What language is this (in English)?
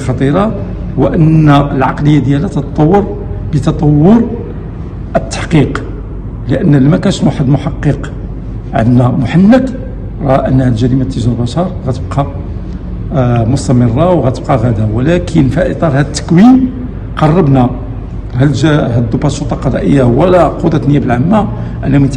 Moroccan Arabic